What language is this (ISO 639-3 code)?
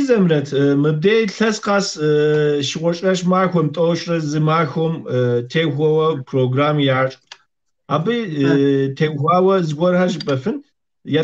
kbd